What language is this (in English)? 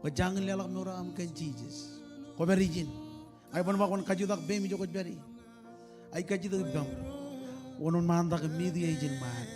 Marshallese